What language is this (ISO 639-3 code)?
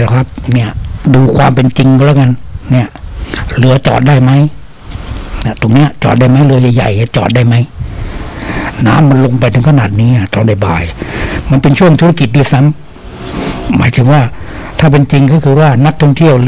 tha